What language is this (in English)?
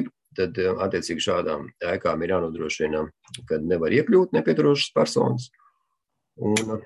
Latvian